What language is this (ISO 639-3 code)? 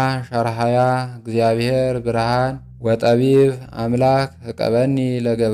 amh